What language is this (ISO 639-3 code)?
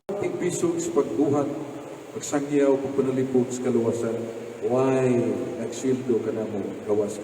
ceb